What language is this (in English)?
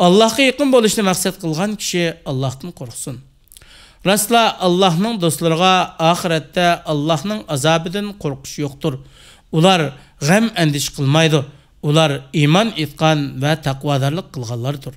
Uyghur